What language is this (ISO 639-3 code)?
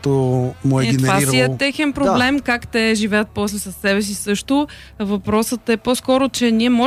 bul